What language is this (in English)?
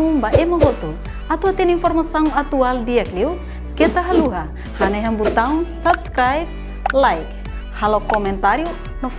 Tetum